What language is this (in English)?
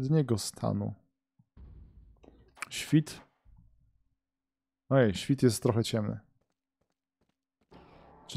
Polish